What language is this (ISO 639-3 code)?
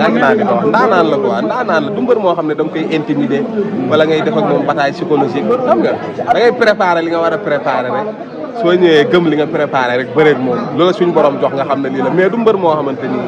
wol